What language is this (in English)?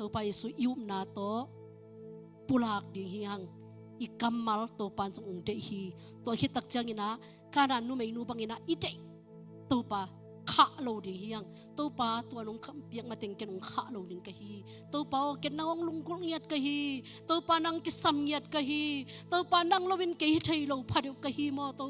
Tedim Chin